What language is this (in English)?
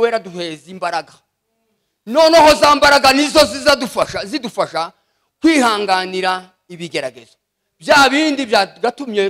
Kinyarwanda